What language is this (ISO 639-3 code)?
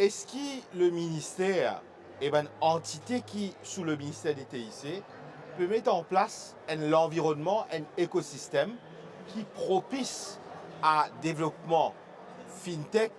mfe